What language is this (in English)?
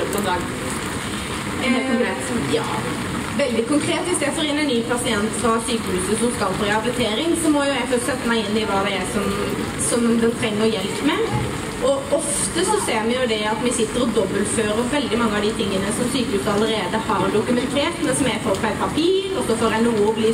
Norwegian